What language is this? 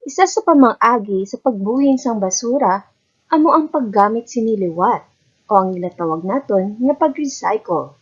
Hiligaynon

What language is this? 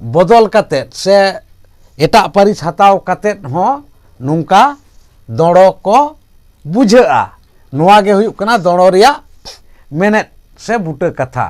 Santali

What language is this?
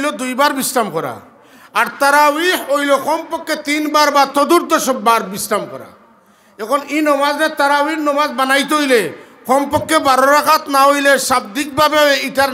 Sylheti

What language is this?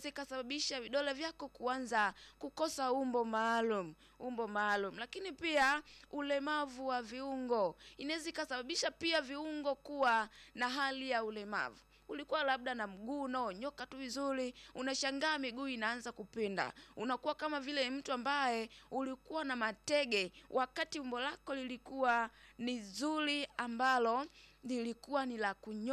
Swahili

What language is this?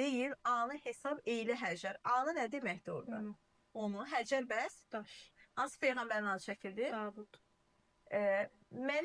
Azerbaijani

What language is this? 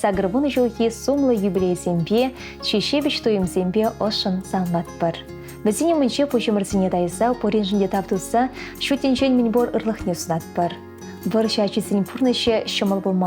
Chuvash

